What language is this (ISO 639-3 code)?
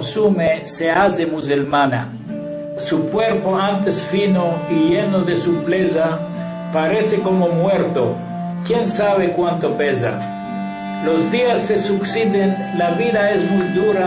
lad